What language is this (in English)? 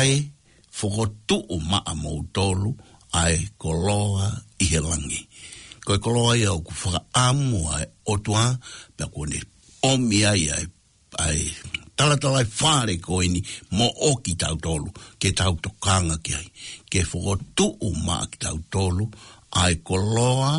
Tongan